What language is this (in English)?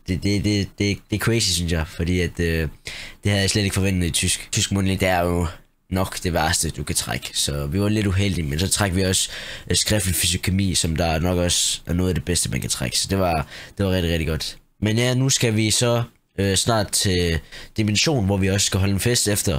Danish